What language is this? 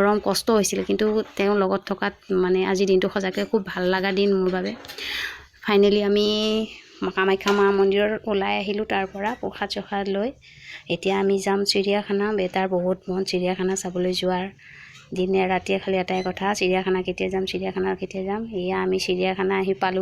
Assamese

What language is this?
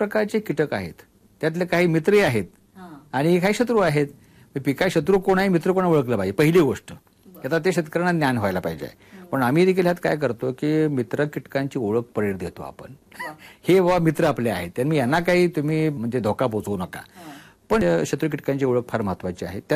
Marathi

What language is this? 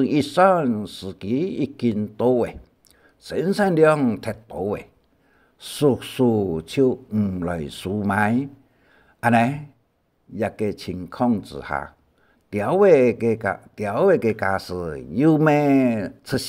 Hakka Chinese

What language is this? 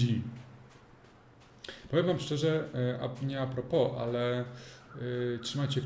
Polish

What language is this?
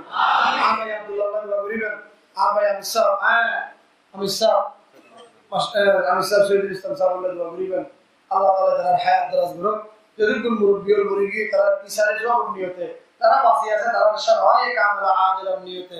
Rohingya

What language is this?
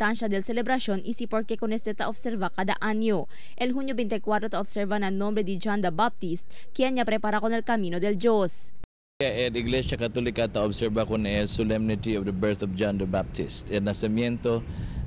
Chavacano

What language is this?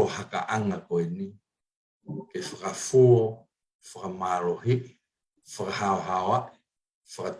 Tongan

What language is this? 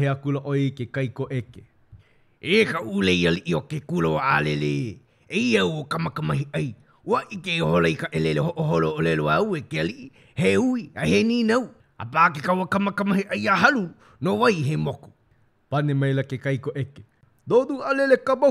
Hawaiian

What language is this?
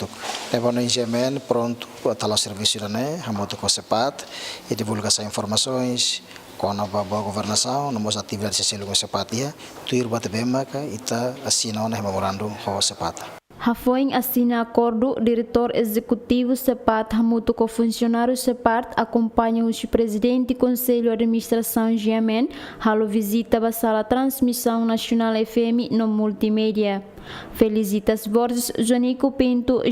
Tetum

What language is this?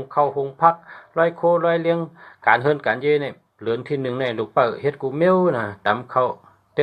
Shan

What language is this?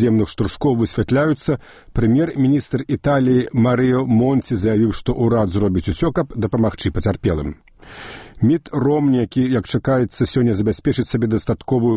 Belarusian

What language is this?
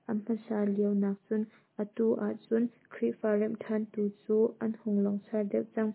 Hakha Chin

